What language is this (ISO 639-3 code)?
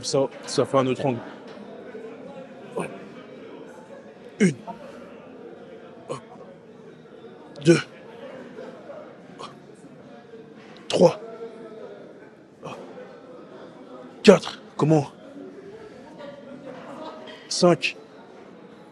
fra